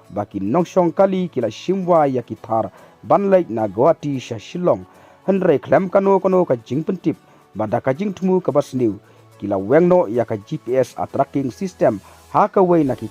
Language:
Khasi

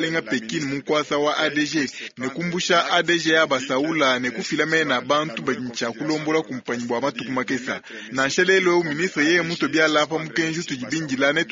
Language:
Luba-Lulua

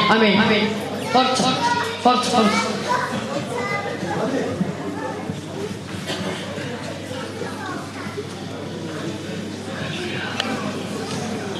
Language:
Bulgarian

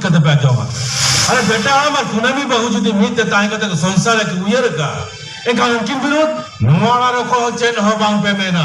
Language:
Santali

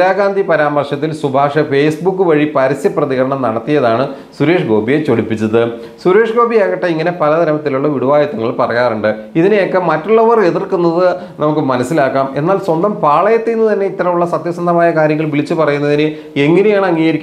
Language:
Malayalam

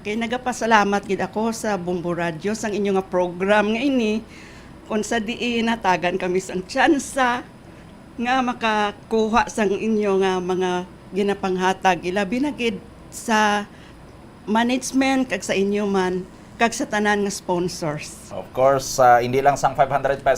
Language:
Hiligaynon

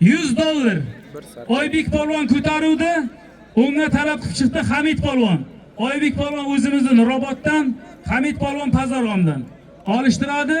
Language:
Uzbek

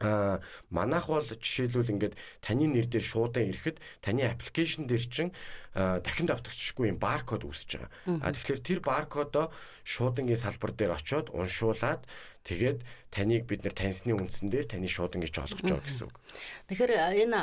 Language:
Mongolian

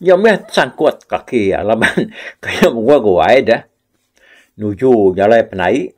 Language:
Iban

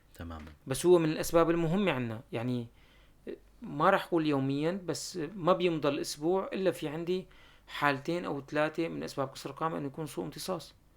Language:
North Levantine Arabic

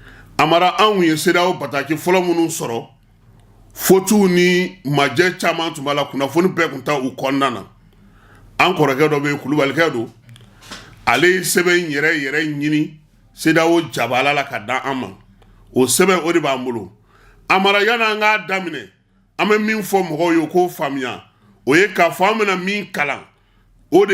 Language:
Bambara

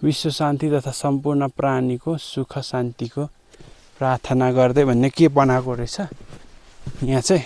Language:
Nepali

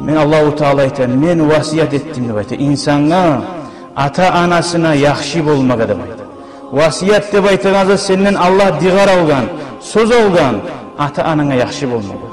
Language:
Kumyk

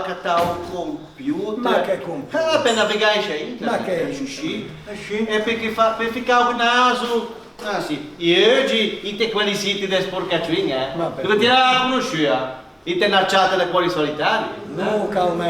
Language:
Ligurian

